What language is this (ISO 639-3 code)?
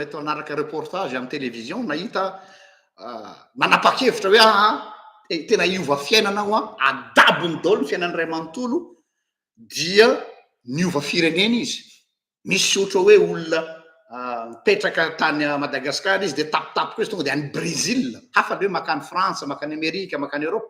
mlg